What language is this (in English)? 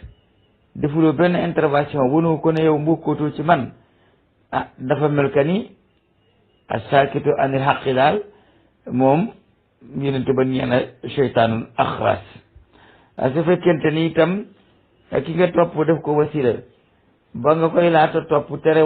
Wolof